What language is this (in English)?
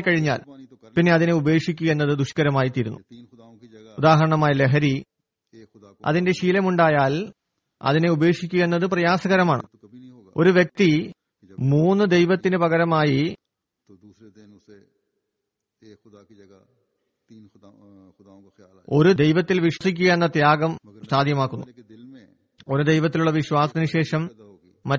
Malayalam